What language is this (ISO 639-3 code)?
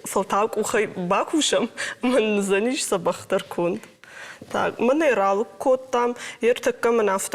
oss